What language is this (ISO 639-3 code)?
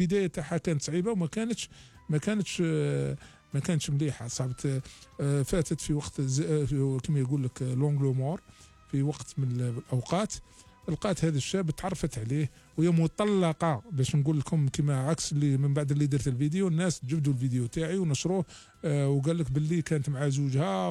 arq